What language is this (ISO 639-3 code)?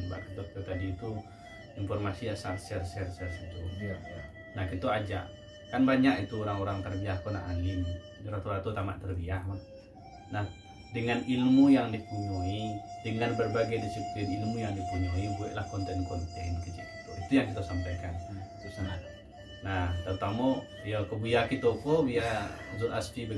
min